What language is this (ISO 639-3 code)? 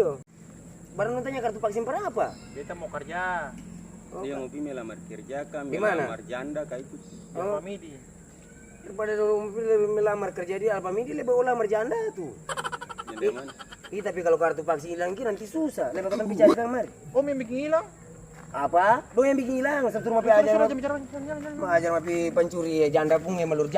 abs